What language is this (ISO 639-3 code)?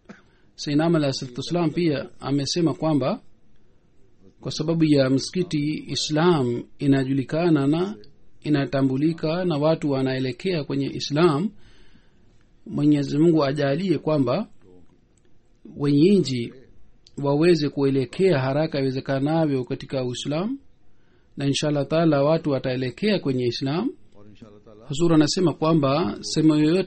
swa